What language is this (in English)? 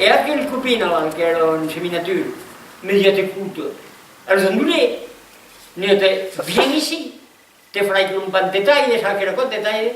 Occitan